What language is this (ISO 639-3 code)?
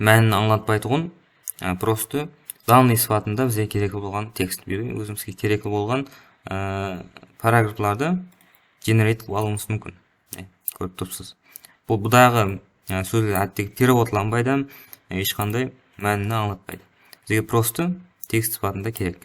kaa